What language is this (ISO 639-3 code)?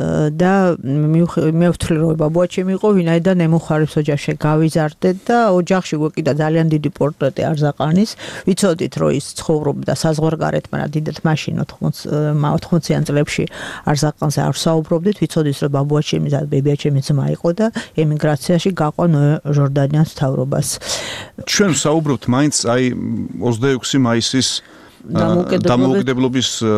kat